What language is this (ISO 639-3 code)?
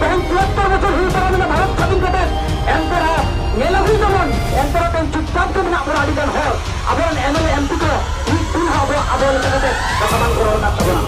sat